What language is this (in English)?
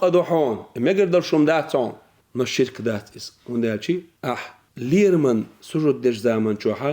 Chechen